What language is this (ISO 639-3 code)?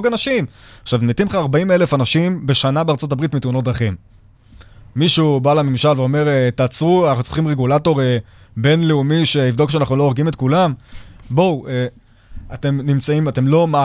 heb